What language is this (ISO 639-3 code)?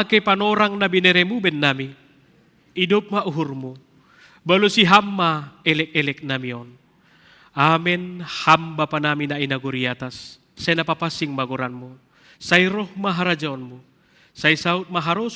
bts